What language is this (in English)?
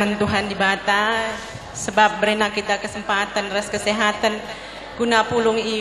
Batak Karo